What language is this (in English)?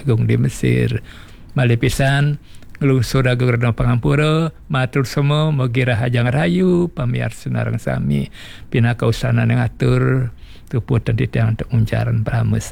Balinese